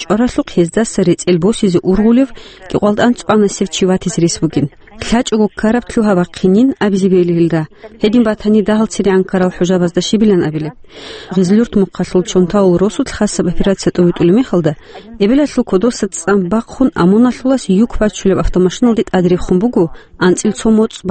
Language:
Avaric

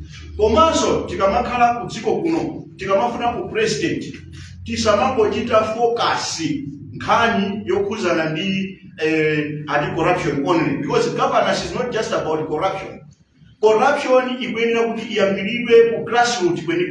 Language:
Nyanja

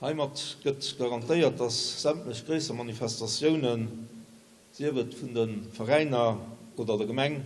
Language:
Luxembourgish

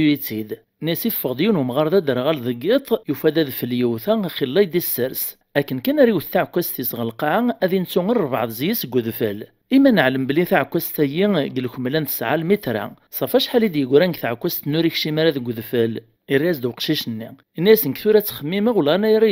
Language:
Kabyle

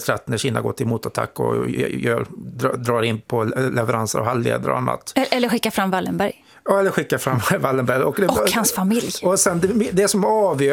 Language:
Swedish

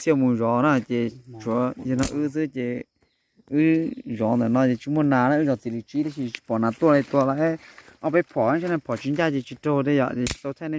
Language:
Hmong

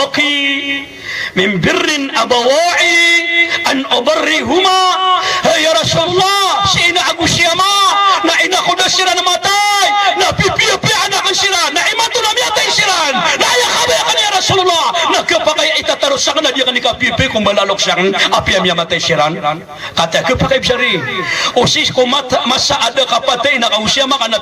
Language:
Maranao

